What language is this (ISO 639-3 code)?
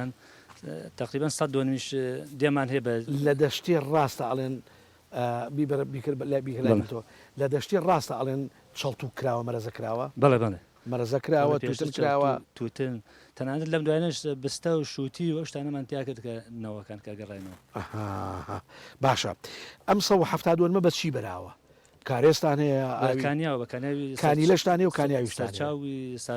ckb